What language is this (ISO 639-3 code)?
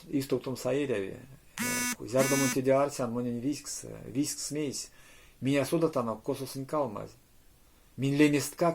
myv